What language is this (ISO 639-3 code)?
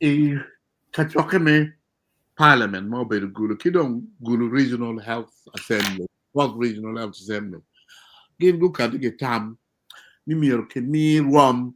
ach